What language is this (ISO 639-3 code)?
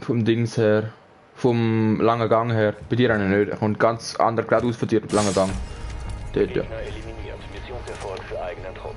gsw